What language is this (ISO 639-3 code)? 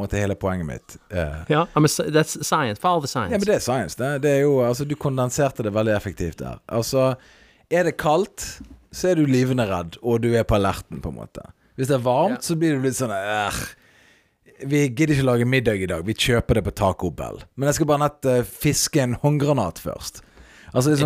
nor